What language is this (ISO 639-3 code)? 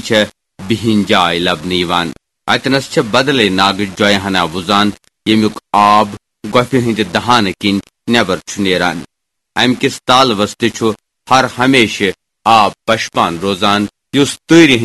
kas